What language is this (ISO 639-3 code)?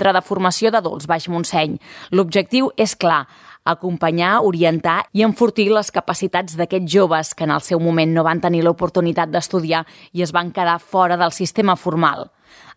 cat